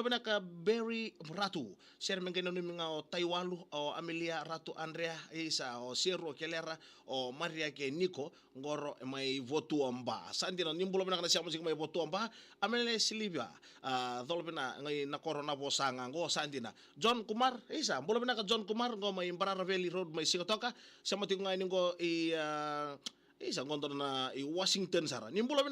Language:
Fijian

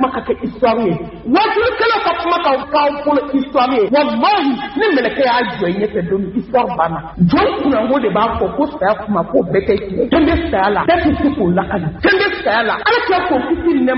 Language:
Bambara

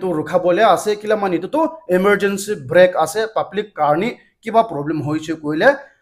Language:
Naga Pidgin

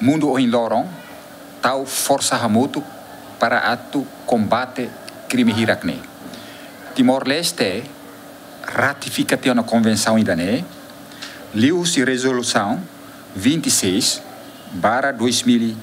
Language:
Tetum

